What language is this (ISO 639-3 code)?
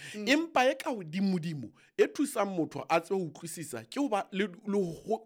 sot